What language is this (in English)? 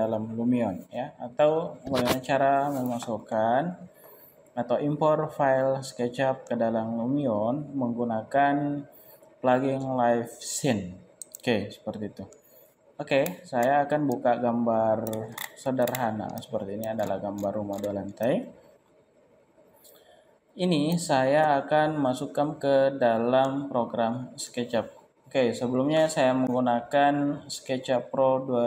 Indonesian